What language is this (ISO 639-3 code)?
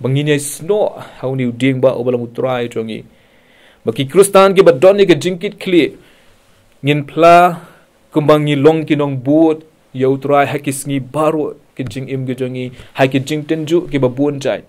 kha